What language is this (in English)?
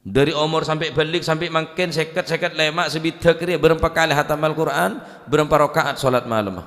Madurese